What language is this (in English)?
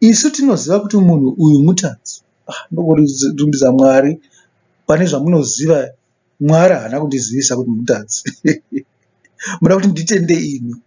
Shona